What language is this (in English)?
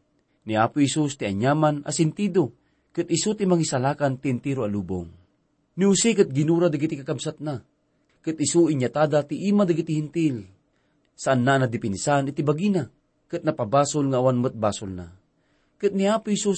Iloko